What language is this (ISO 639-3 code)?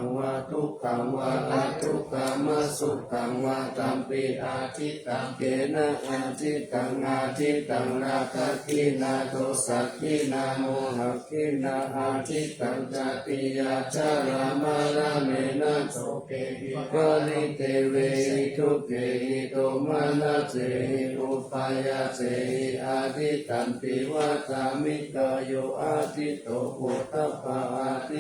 pli